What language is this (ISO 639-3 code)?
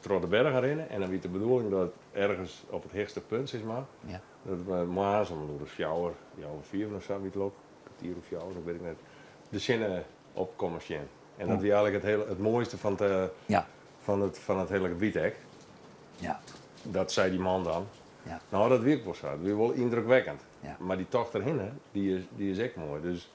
fry